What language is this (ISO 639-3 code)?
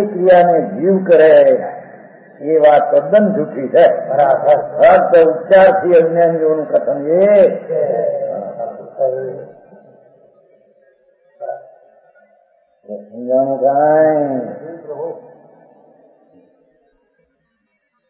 guj